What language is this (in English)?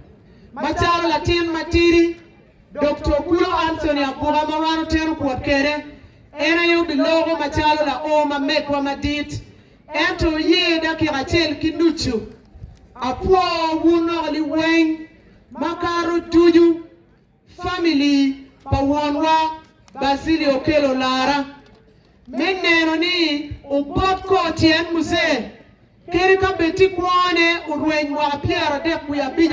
Acoli